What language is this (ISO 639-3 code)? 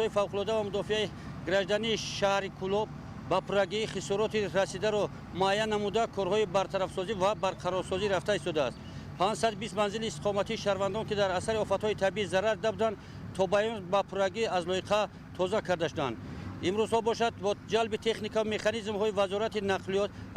tgk